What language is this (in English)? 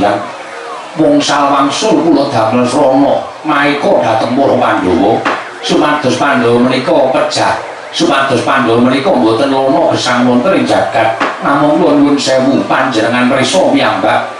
Javanese